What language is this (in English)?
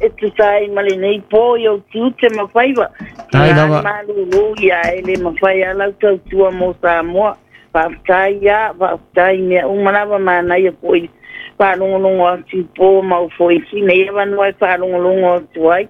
Samoan